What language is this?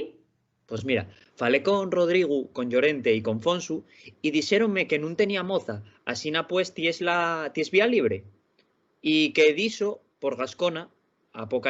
Asturian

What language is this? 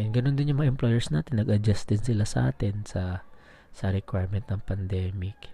Filipino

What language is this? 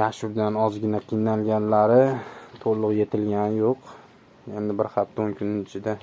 Uzbek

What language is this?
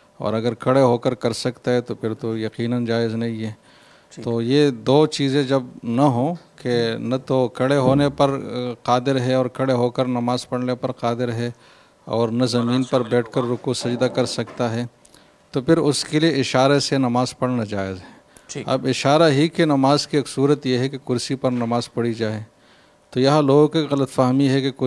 Urdu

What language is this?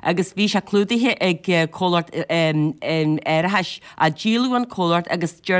Irish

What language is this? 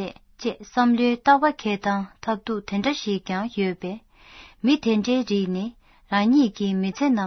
Tibetan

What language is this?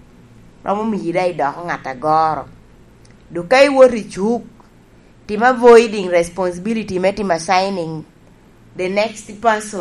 Lango (Uganda)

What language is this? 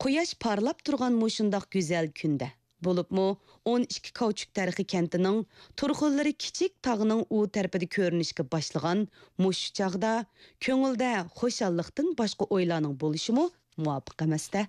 Uyghur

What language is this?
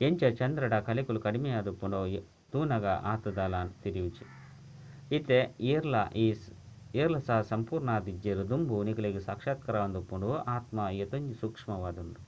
Tulu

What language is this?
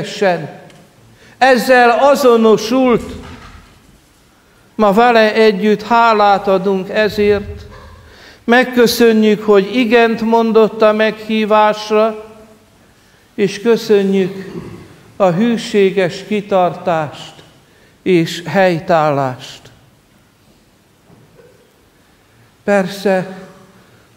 Hungarian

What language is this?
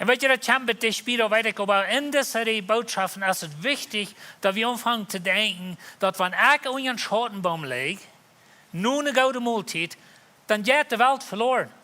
Plautdietsch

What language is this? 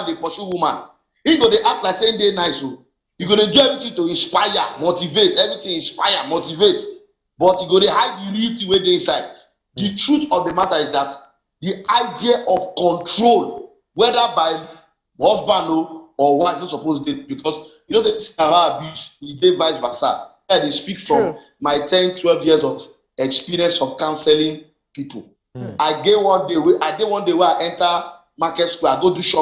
Nigerian Pidgin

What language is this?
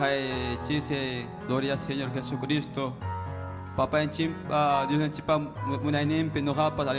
Ayacucho Quechua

